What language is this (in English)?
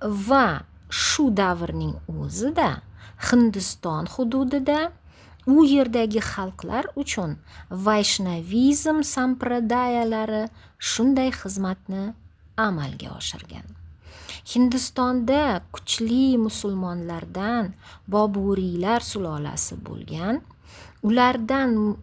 Uzbek